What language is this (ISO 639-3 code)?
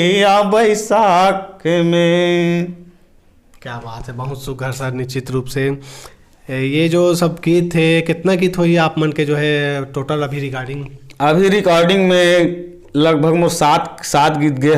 hne